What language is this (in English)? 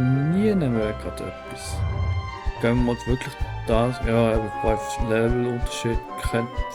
Swiss German